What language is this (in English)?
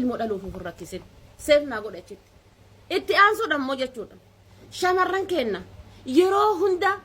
Oromo